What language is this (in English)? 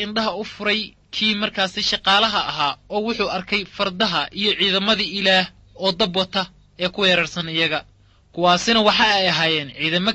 Somali